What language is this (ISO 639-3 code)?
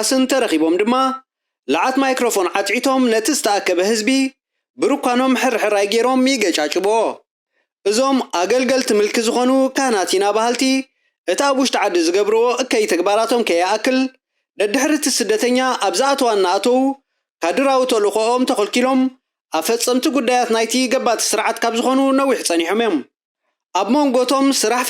tir